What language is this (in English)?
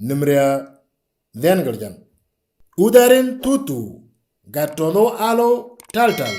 Moro